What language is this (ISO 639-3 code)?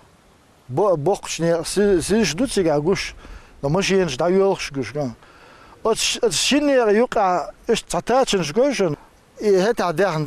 che